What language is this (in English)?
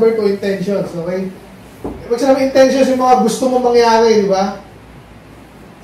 Filipino